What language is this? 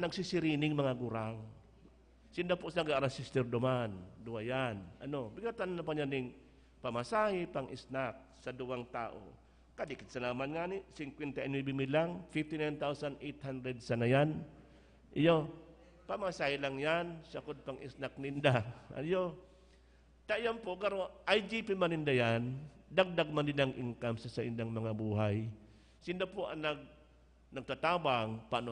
Bikol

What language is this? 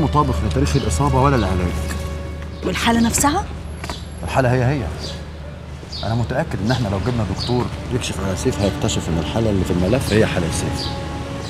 Egyptian Arabic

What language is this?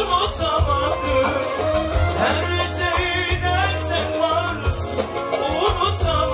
Turkish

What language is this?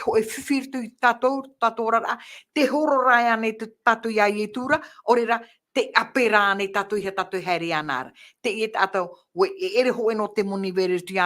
Tahitian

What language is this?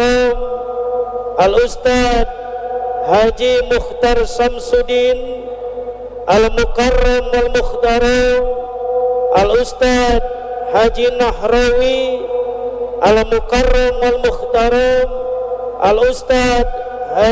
Indonesian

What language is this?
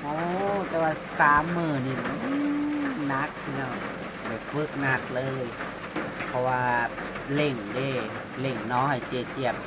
Northeastern Thai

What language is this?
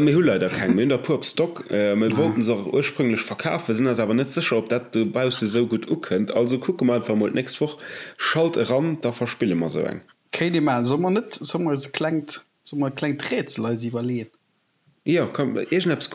Luxembourgish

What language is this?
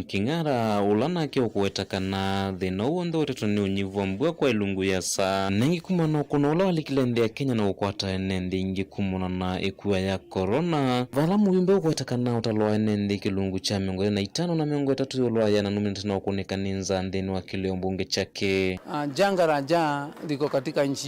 Kamba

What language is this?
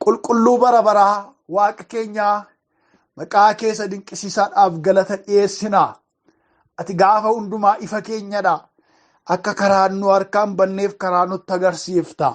Oromo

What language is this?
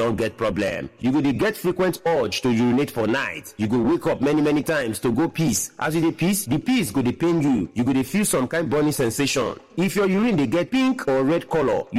Nigerian Pidgin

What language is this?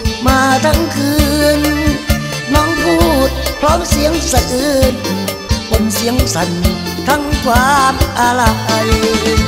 Thai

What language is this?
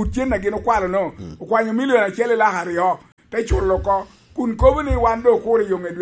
Lango (Uganda)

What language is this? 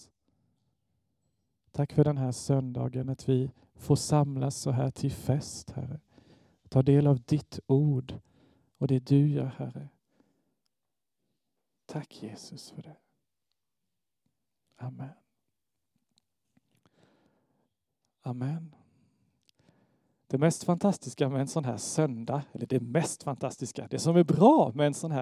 Swedish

